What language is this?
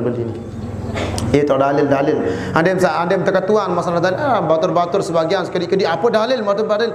Sasak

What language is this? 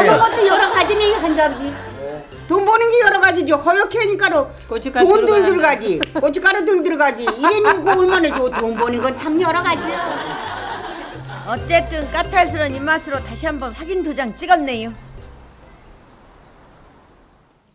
Korean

